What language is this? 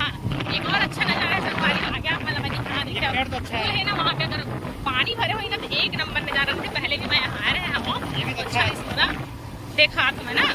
Chhattisgarhi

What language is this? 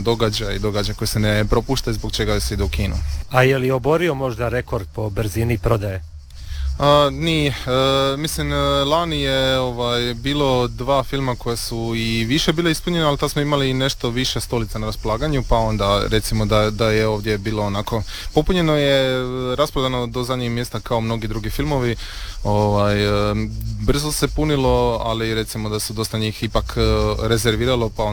Croatian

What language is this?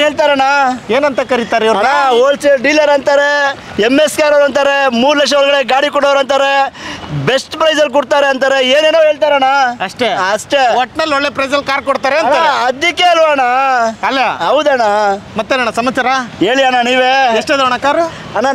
Kannada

